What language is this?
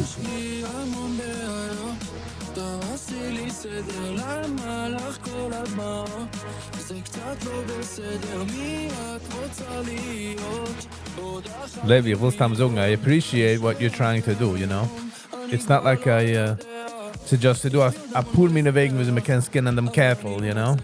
Yiddish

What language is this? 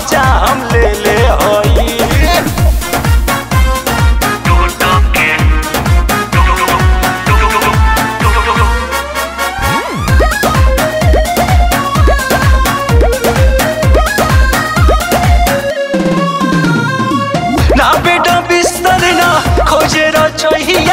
Bhojpuri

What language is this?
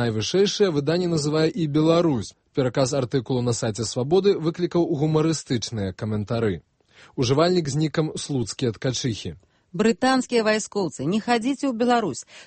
Belarusian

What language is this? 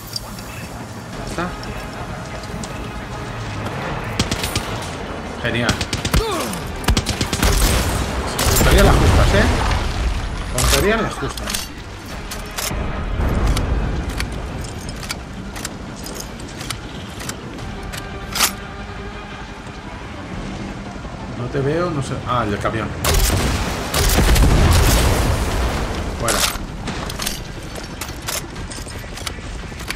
Spanish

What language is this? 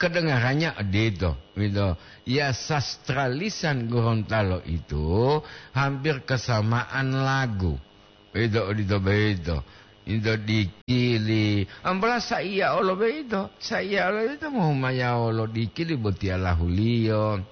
Gorontalo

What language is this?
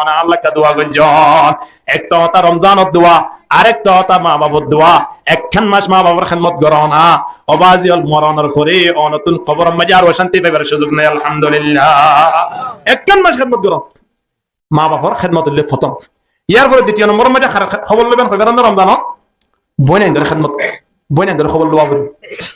Rohingya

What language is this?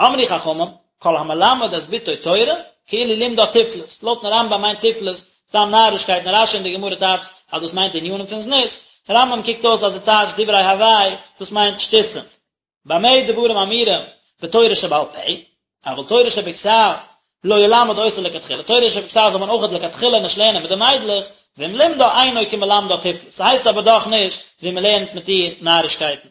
Yiddish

